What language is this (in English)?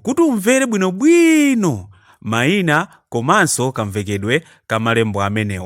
Nyanja